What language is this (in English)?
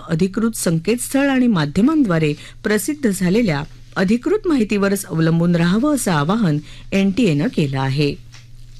Marathi